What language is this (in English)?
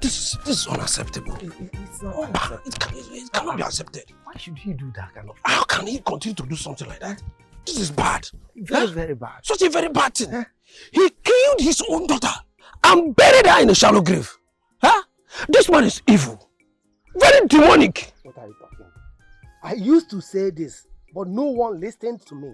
Nigerian Pidgin